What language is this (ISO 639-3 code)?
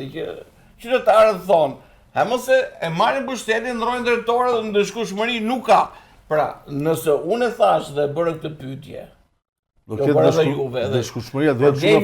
sqi